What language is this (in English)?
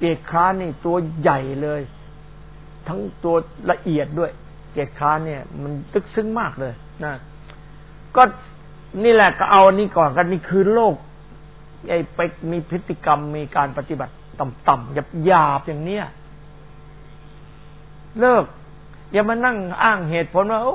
Thai